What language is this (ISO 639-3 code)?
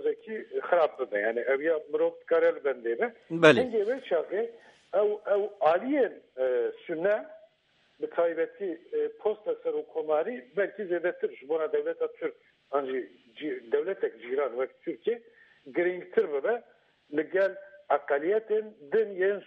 kur